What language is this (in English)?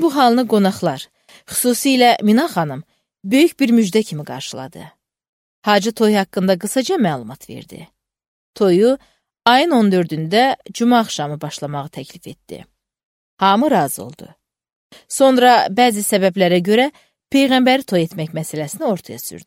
Azerbaijani